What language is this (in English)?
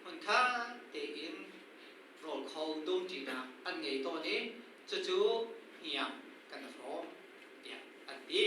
Hakha Chin